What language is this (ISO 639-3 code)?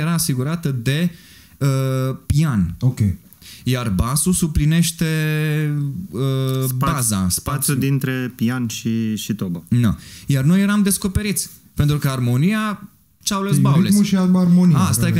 ron